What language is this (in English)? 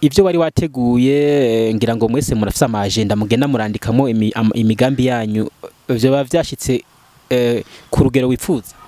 Rundi